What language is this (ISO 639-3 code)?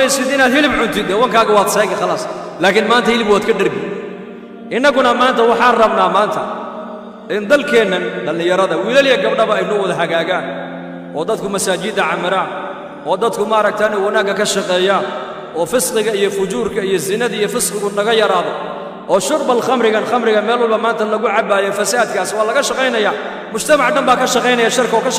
som